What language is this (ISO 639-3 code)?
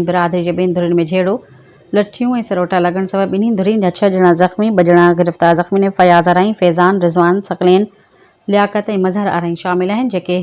snd